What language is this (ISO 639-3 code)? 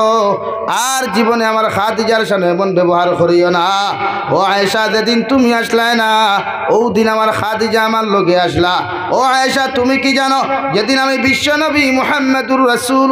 syl